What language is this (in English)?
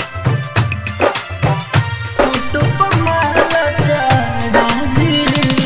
Bhojpuri